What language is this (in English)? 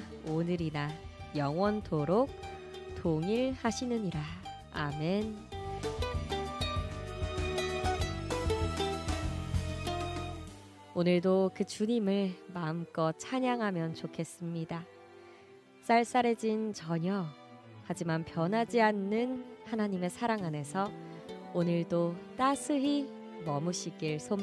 Korean